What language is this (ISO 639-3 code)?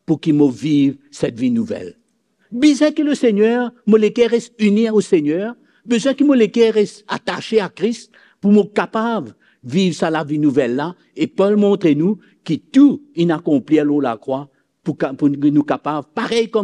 mfe